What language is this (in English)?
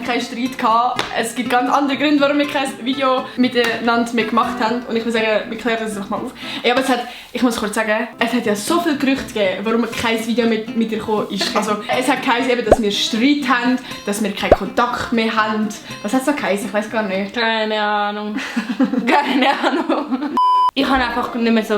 Swiss German